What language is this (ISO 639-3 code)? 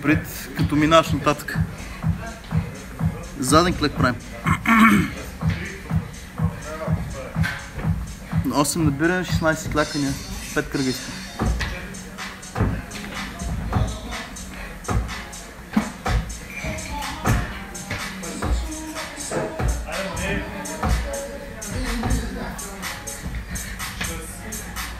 bul